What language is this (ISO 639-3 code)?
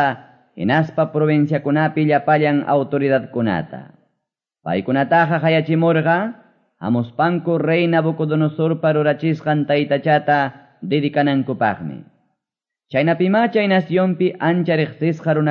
que